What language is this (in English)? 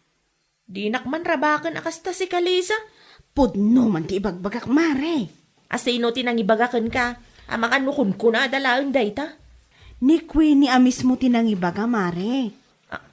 Iloko